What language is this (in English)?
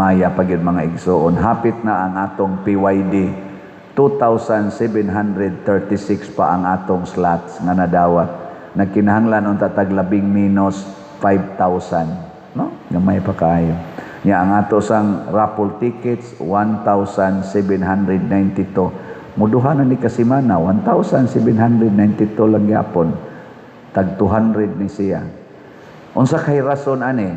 Cebuano